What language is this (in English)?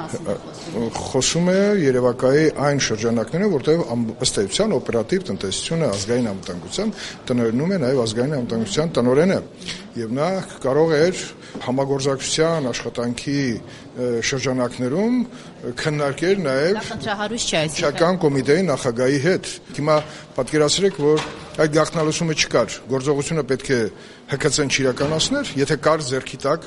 Armenian